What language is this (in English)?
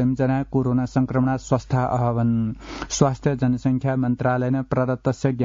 Sanskrit